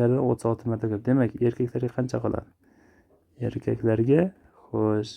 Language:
Uzbek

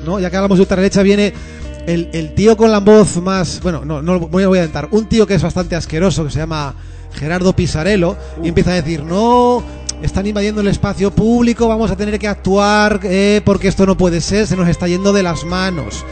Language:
Spanish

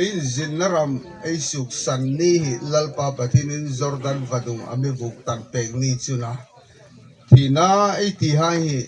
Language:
Hmar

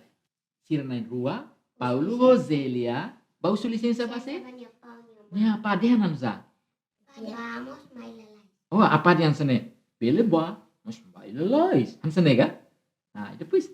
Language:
Tetum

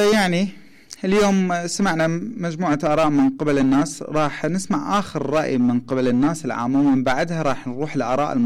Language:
Mesopotamian Arabic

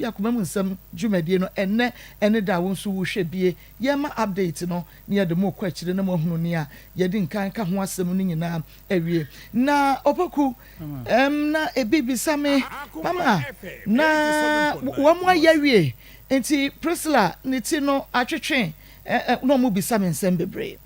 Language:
Akan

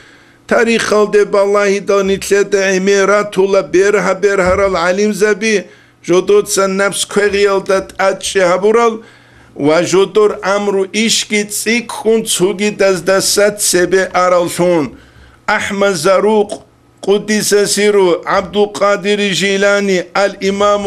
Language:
Avaric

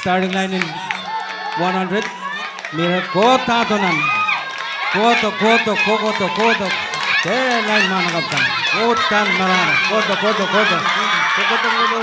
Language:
Pohnpeian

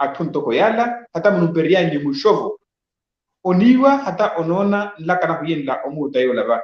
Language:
Makhuwa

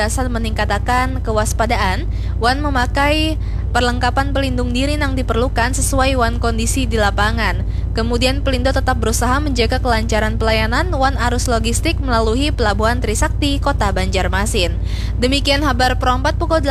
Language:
Banjar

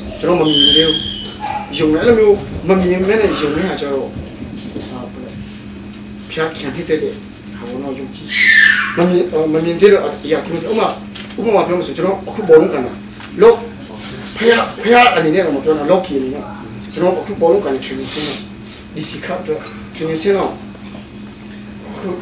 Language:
Burmese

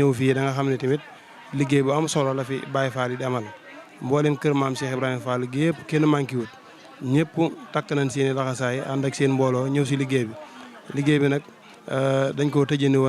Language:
Wolof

